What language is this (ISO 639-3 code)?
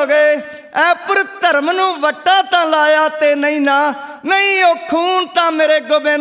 pan